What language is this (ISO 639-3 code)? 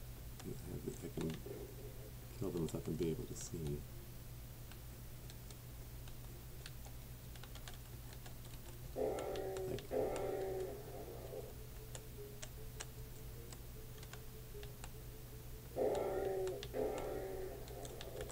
eng